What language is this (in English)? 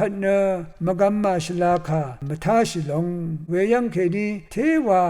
Rawang